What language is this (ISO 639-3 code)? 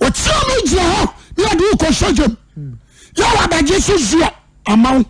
aka